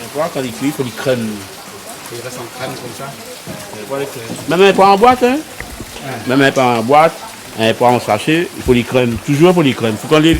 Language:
Réunion Creole French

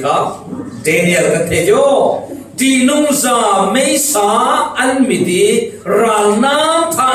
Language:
Falam Chin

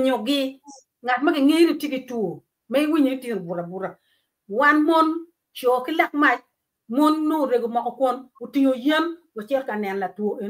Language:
Acoli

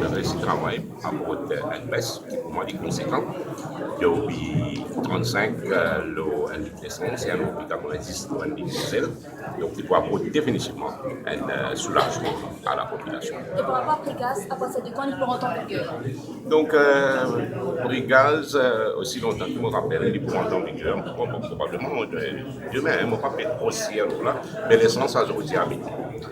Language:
Morisyen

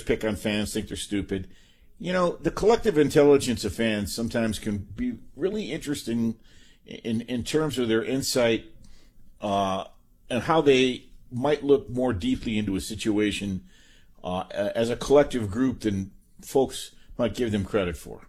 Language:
English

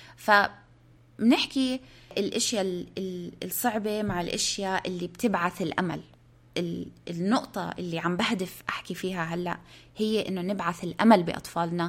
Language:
North Levantine Arabic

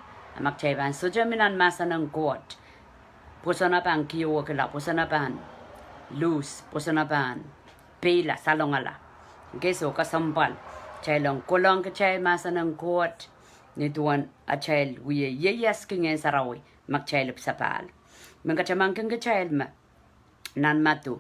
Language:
Pohnpeian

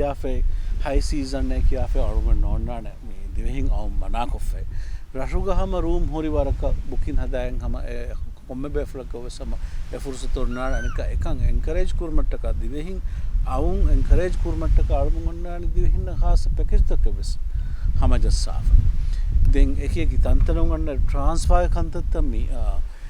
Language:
Divehi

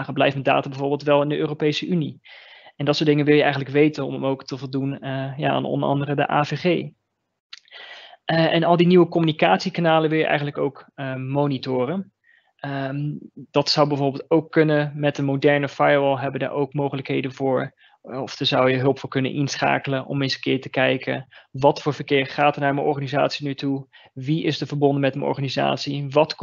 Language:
Dutch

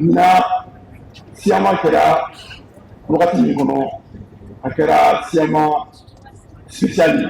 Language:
Bambara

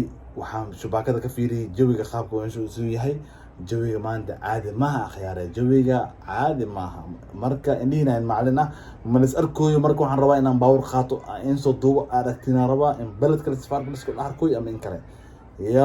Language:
Somali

